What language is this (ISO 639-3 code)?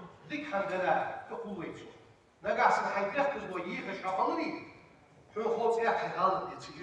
inh